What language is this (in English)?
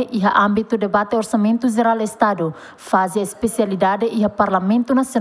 Tetum